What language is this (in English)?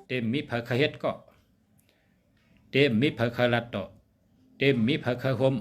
Shan